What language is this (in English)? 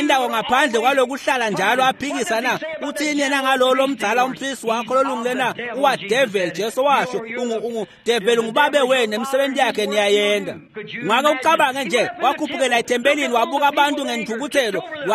Swati